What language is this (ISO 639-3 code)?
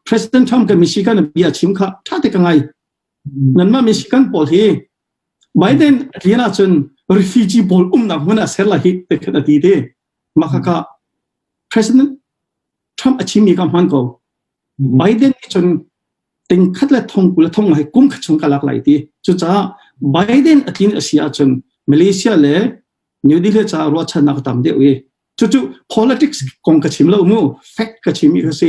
cnh